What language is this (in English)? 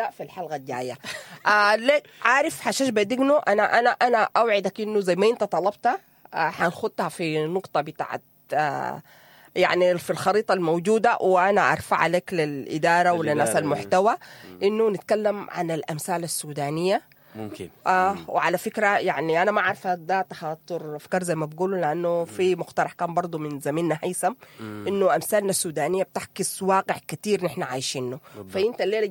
Sudanese Arabic